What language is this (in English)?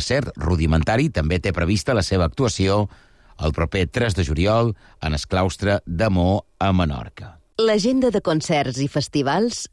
Catalan